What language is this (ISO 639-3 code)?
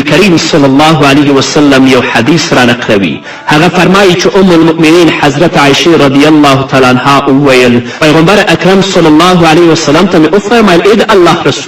pus